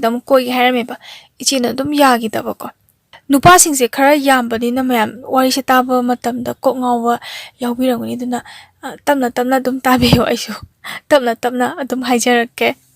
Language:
Manipuri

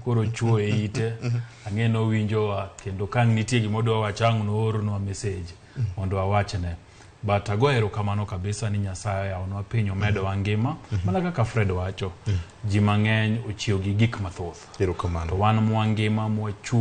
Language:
Luo (Kenya and Tanzania)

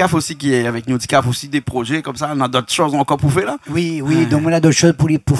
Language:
Réunion Creole French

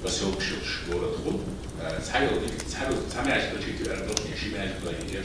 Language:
Chechen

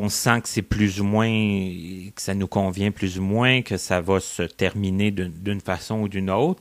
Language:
French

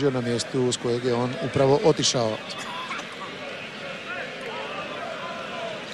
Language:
Croatian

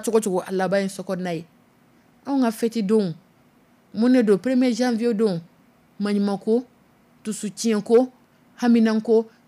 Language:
Dyula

